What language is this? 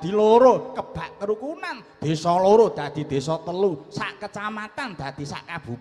Javanese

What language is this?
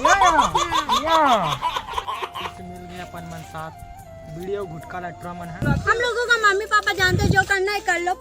Chhattisgarhi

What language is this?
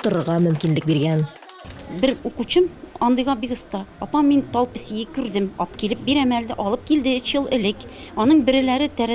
Tatar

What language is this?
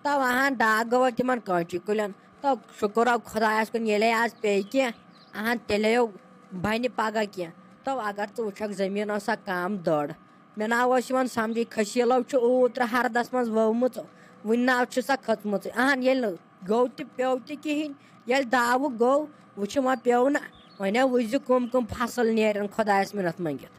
Kashmiri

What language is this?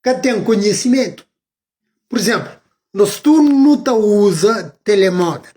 Kabuverdianu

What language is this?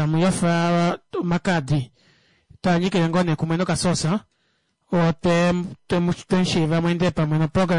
Kuanyama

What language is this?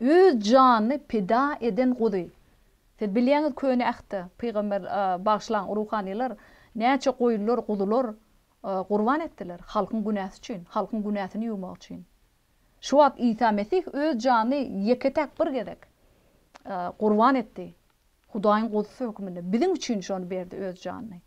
Turkmen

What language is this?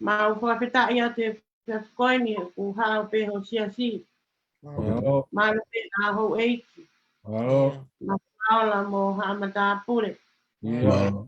Tongan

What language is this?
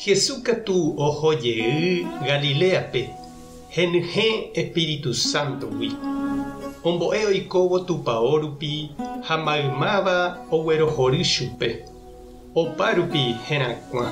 Guarani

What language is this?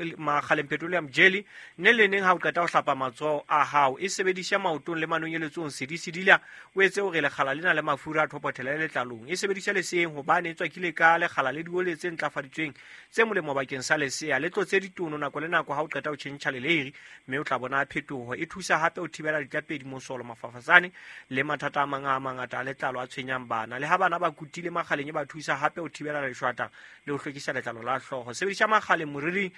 Southern Sotho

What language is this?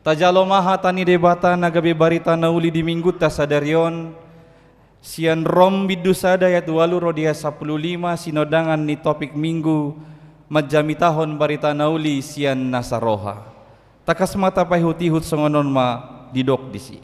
Batak Toba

